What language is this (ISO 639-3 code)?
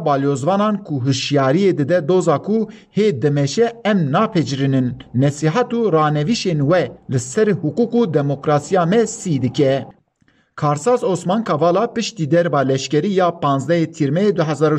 kur